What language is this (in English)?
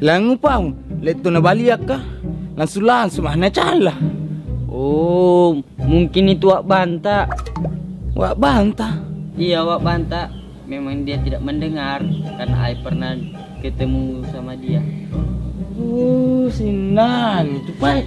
Buginese